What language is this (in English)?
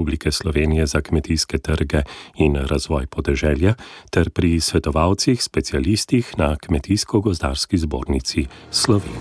Slovenian